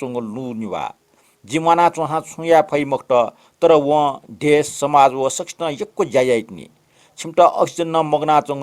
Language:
Newari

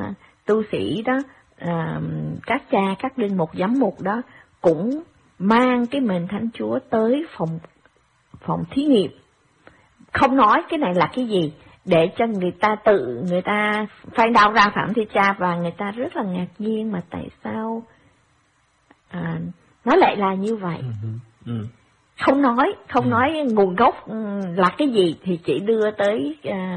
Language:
Vietnamese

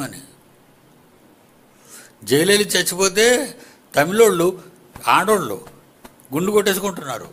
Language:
Telugu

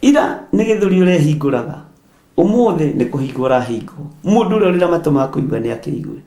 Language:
Kikuyu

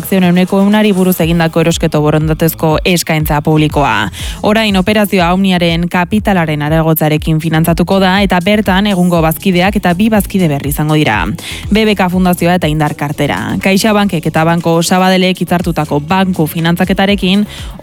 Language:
Basque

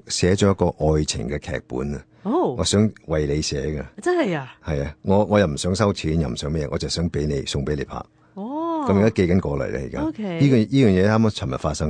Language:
Cantonese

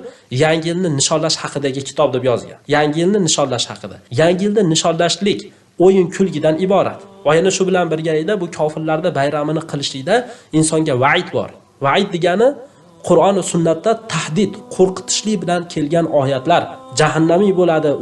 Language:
Uzbek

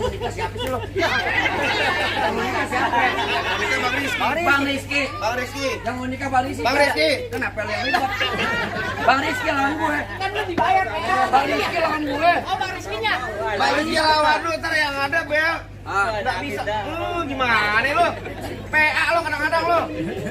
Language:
Betawi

